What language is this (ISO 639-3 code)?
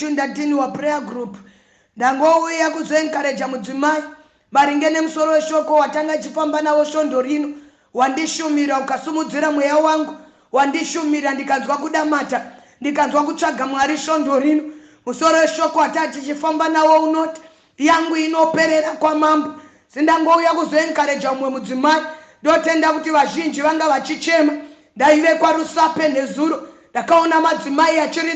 sna